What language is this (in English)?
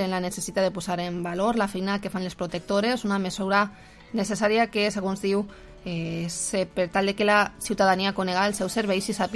Catalan